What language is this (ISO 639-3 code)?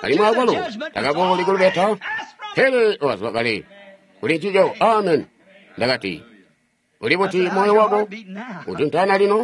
toi